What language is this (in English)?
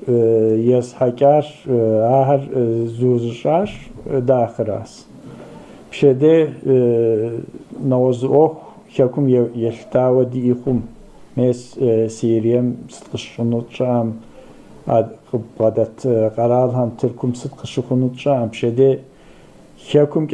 Kabardian